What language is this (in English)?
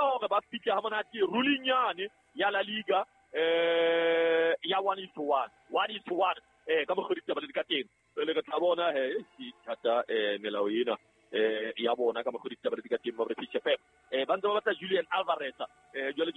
Southern Sotho